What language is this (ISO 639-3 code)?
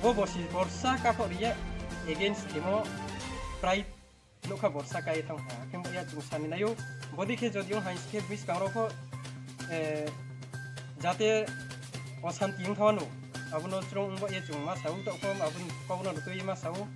ria